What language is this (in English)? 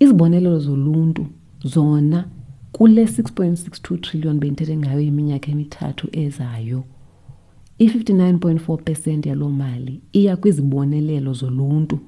Xhosa